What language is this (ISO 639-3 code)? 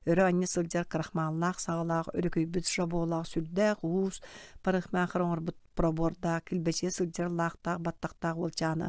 sah